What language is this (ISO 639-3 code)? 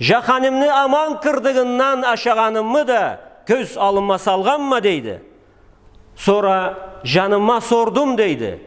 krc